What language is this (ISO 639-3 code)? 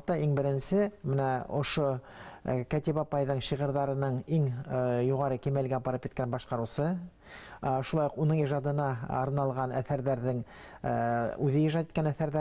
bak